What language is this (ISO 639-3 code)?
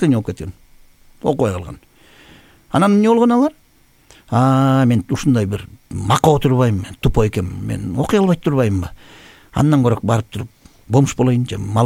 kir